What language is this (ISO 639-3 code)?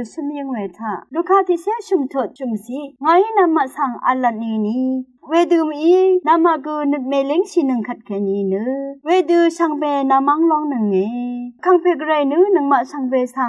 raw